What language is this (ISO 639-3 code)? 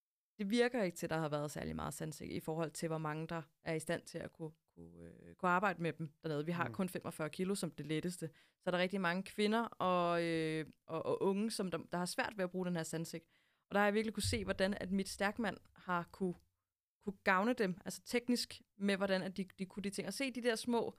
dan